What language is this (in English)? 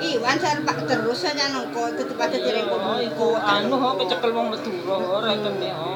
Madurese